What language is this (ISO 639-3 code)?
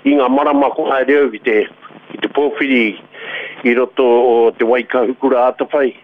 mri